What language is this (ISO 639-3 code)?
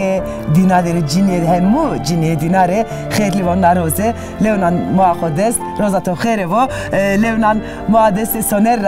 zza